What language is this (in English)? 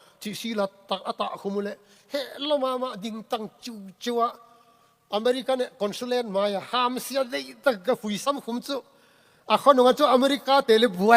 Tedim Chin